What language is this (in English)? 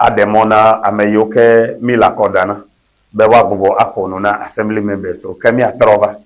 Ewe